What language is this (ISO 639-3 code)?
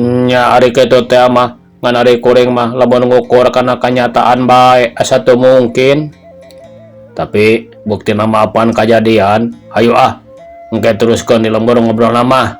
sun